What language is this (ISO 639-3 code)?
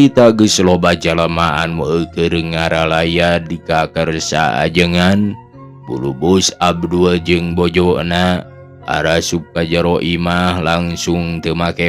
sun